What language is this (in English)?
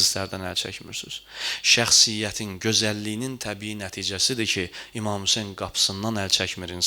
Azerbaijani